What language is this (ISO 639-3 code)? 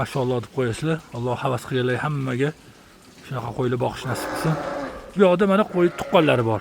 uzb